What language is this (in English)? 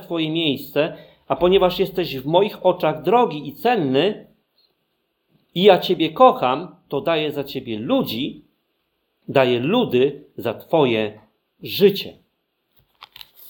Polish